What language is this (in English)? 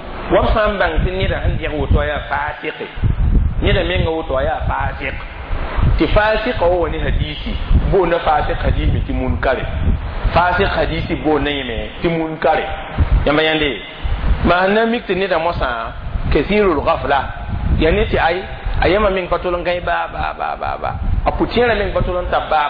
Mossi